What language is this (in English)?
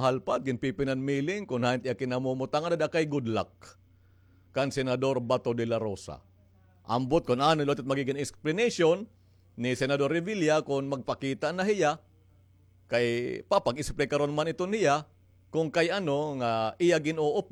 Waray